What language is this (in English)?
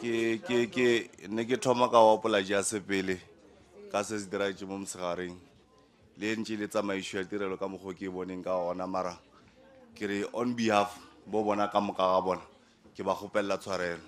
Northern Sotho